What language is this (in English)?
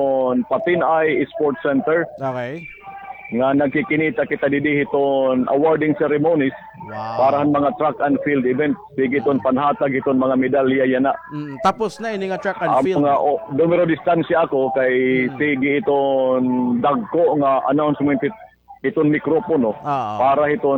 Waray